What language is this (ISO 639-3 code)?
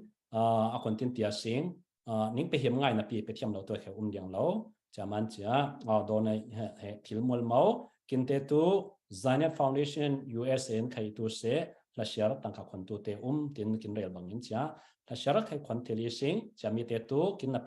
cfm